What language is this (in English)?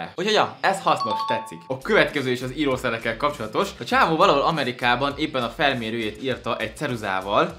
Hungarian